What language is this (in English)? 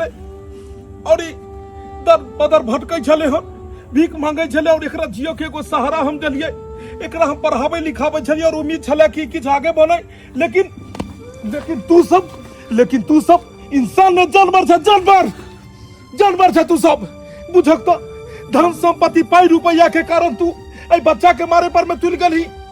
Maithili